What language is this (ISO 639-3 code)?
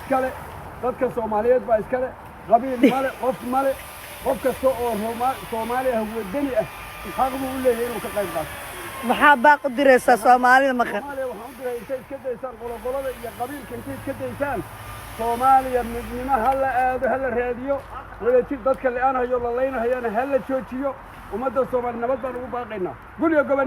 som